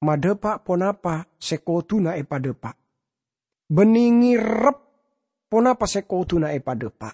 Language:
Madurese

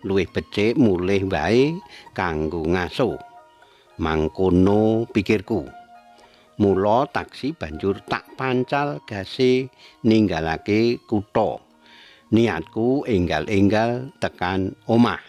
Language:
Javanese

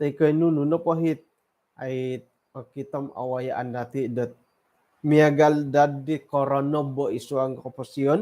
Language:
Central Dusun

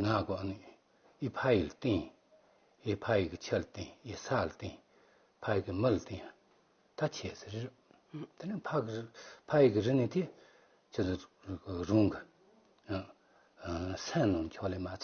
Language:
Tibetan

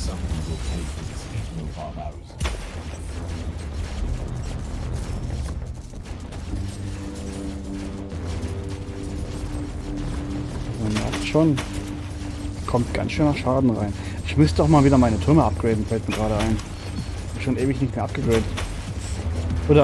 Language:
German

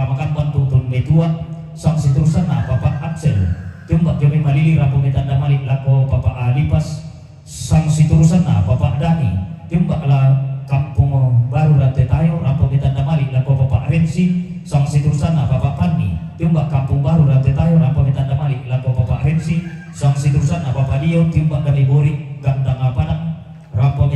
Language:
Toraja-Sa'dan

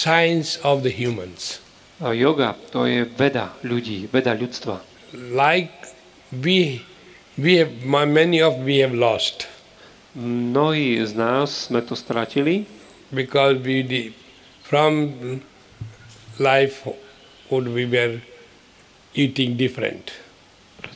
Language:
Slovak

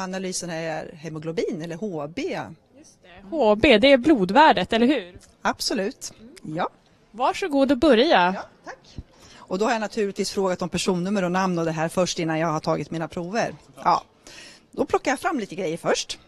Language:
Swedish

